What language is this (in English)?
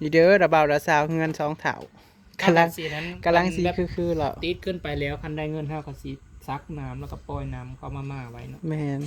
Northeastern Thai